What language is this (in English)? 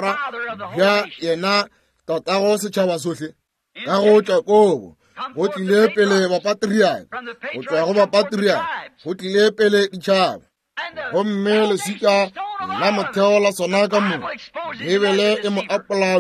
Northern Sotho